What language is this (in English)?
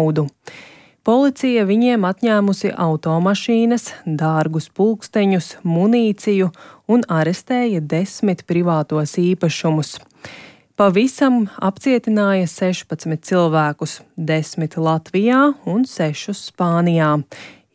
Latvian